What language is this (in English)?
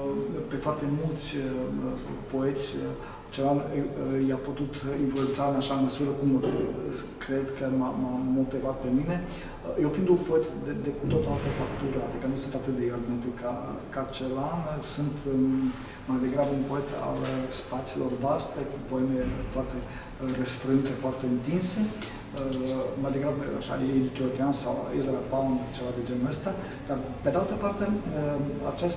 Romanian